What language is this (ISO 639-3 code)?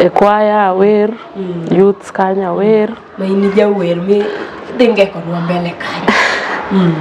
luo